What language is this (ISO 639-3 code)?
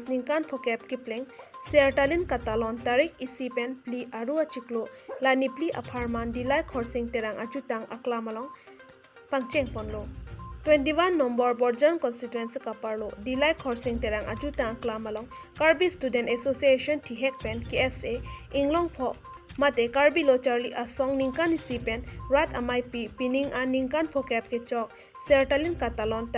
mjw